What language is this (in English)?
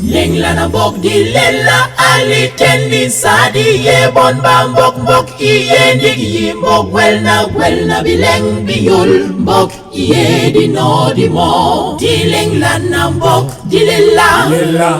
Basaa